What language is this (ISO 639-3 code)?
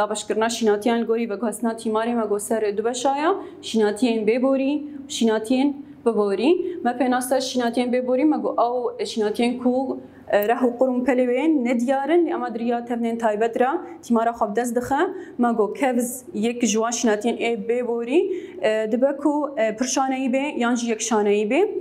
kur